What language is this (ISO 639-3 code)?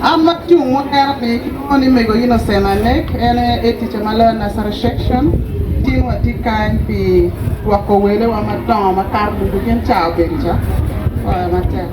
ach